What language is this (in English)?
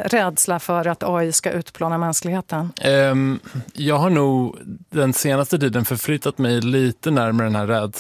Swedish